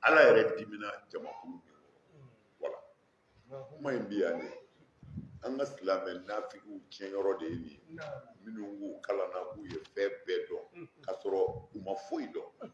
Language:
Bambara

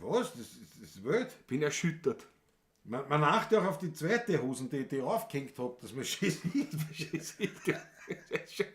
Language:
Bavarian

